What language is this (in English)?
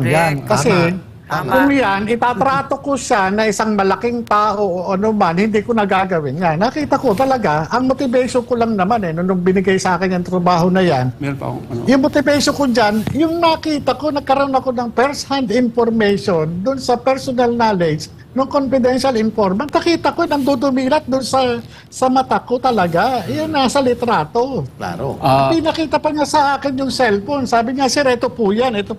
Filipino